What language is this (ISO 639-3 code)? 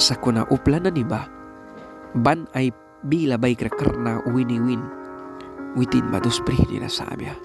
miq